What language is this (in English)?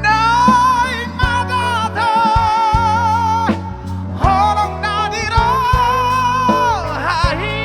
Batak Toba